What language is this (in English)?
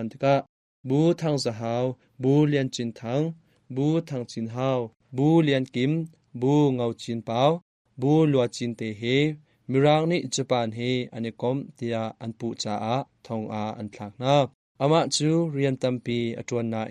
Hakha Chin